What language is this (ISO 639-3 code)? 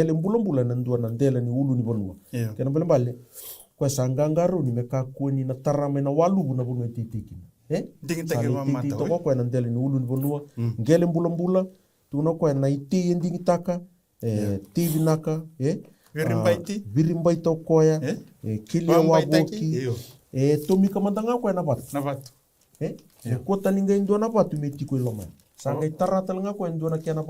fij